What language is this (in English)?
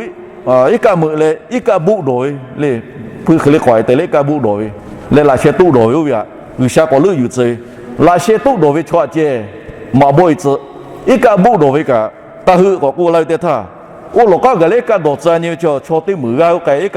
Lahu